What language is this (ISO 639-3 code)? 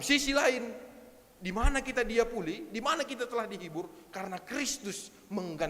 btx